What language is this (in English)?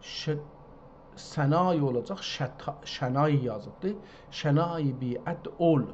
South Azerbaijani